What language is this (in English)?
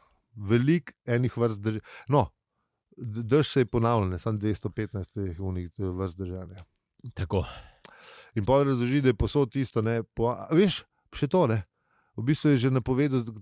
Slovenian